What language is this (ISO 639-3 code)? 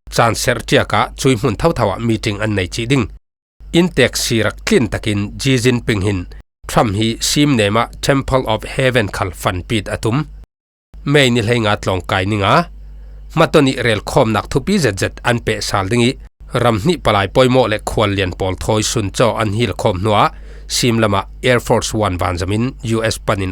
cfm